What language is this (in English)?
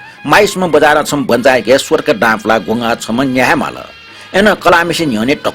Newari